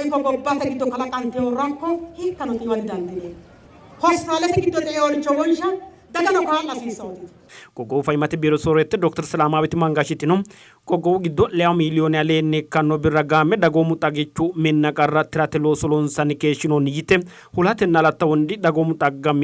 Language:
Sidamo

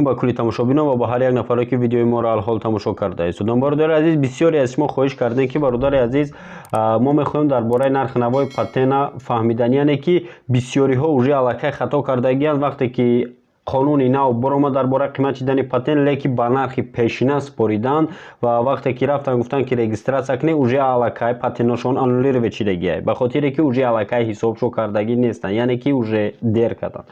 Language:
Tajik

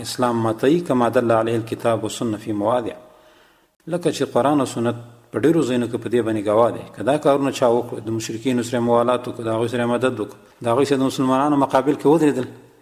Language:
Pashto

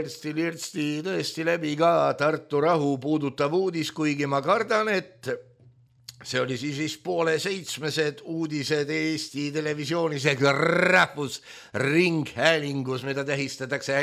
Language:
Estonian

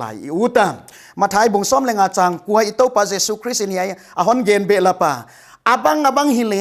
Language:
Paite Chin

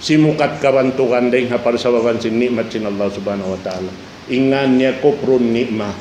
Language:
Tausug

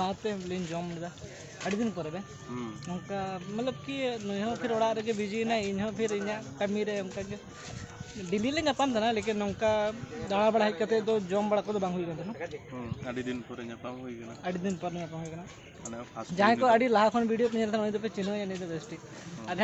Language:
Santali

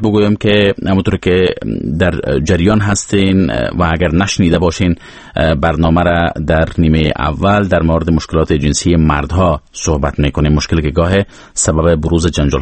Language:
Persian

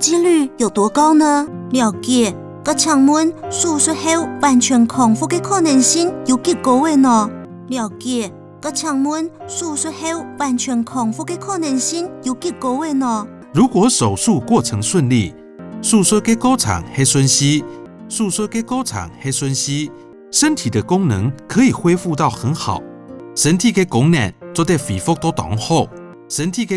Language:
Hakka Chinese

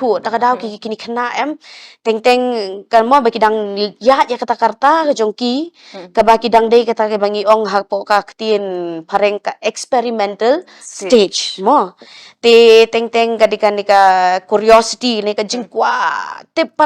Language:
Khasi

